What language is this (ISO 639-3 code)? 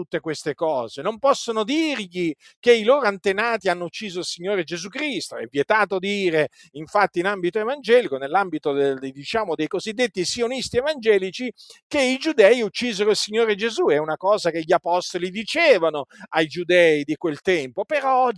ita